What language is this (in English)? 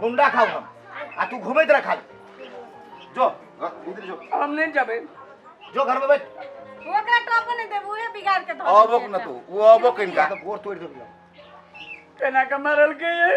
Maithili